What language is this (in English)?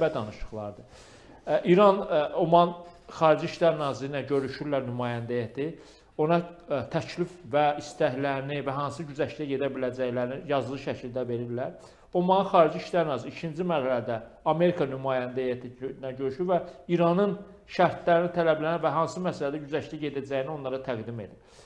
Azerbaijani